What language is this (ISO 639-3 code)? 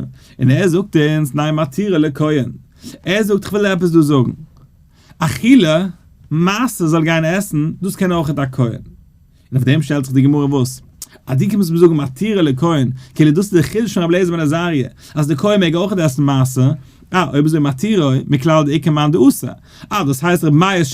yid